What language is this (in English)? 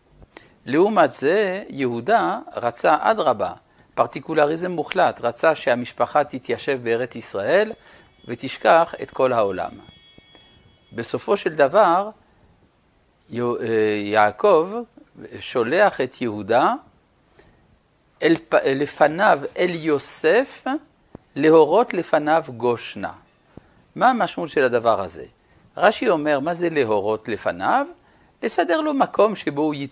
Hebrew